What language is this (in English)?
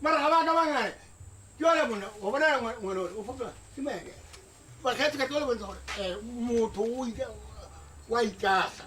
Tswana